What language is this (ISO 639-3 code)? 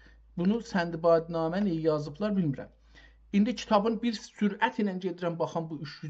azb